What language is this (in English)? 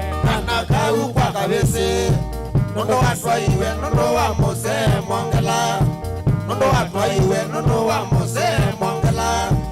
Kamba